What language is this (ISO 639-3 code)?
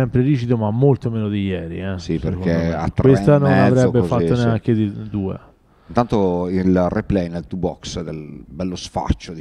ita